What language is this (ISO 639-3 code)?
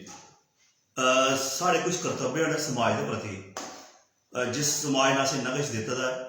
doi